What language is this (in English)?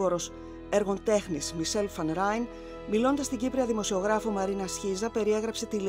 Greek